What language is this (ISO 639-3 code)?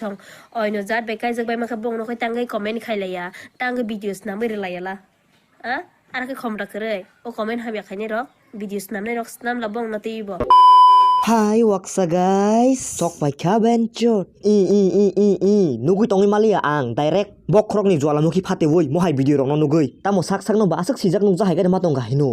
trp